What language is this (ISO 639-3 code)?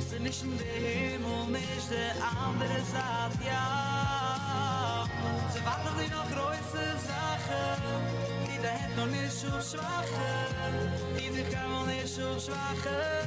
yid